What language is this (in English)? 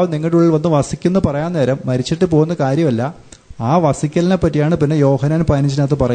Malayalam